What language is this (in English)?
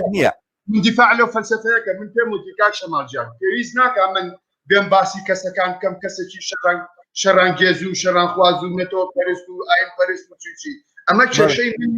Central Kurdish